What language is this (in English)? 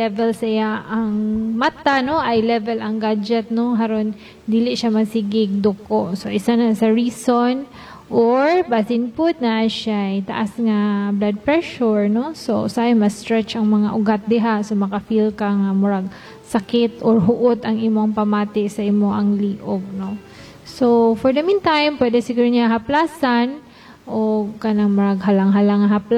Cebuano